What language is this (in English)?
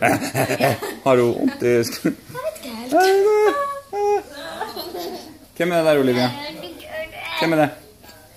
Norwegian